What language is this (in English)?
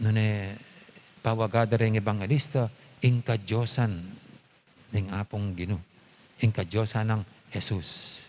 Pampanga